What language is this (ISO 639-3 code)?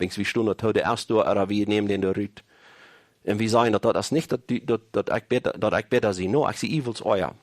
pdt